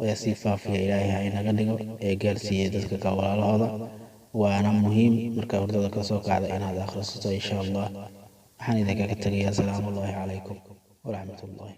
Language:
Somali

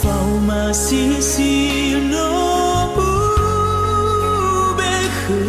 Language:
Nias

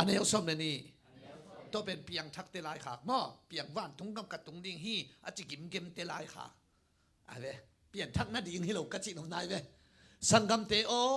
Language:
Tedim Chin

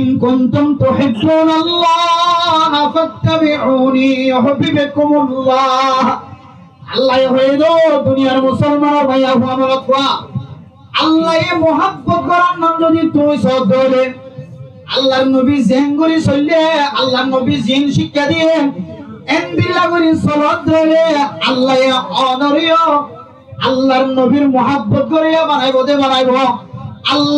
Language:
Rohingya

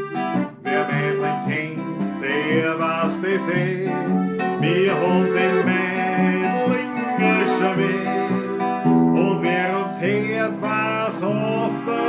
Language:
Bavarian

